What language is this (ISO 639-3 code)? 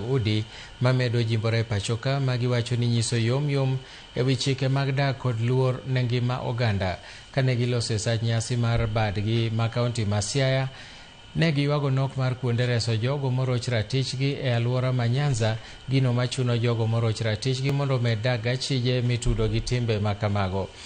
luo